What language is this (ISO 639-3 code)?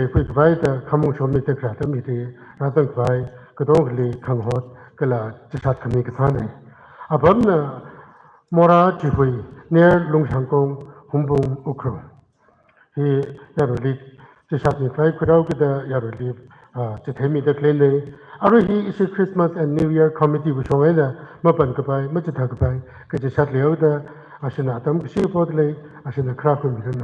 nmf